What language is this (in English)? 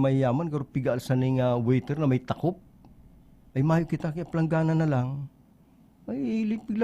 Bikol